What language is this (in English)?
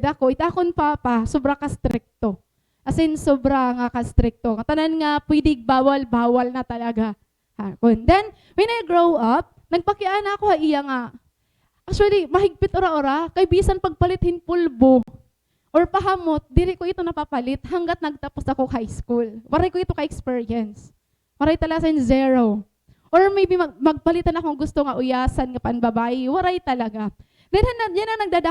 Waray